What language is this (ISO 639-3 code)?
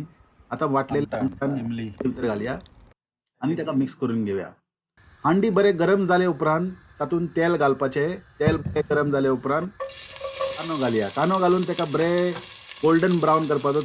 kok